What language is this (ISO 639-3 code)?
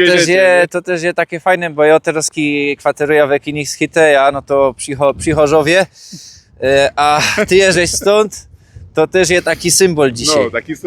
szl